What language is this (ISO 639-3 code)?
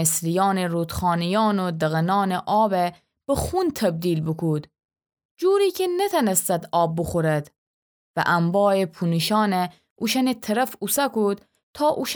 glk